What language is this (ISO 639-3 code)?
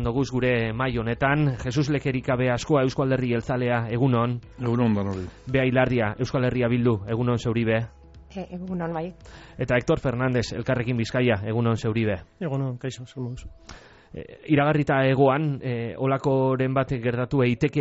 eus